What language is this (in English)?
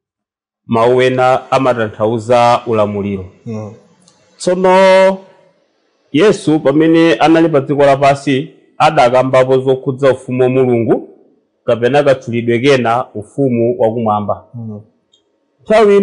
Nyanja